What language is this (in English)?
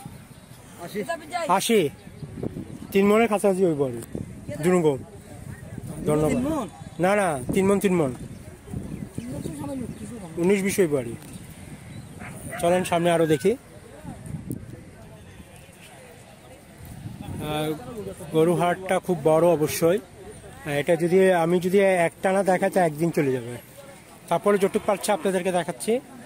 Bangla